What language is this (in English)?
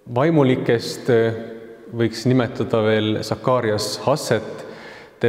Estonian